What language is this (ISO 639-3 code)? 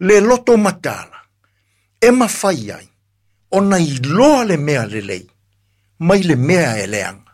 smo